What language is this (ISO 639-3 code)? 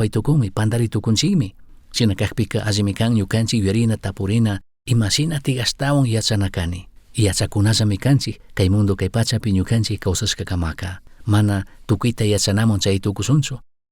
qug